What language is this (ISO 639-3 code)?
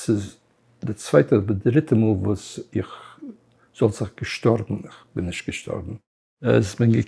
yid